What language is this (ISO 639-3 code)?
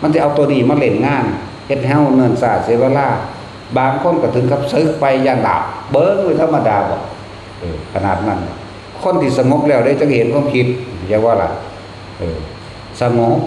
tts